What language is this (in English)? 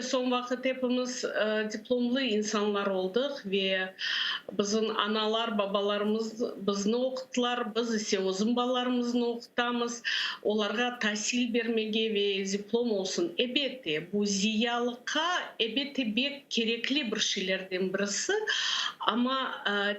Crimean Tatar